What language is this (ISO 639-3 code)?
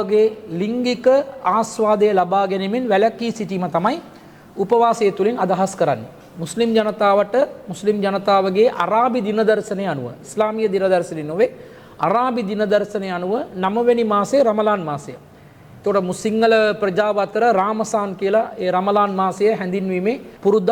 sin